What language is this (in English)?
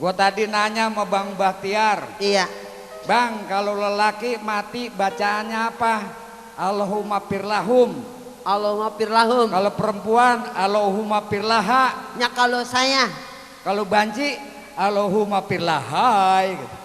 Betawi